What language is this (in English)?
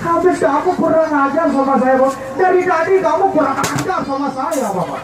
Sasak